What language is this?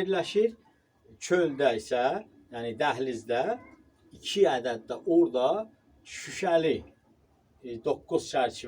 Azerbaijani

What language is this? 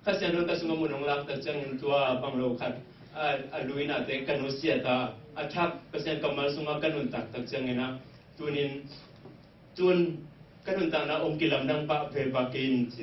Tedim Chin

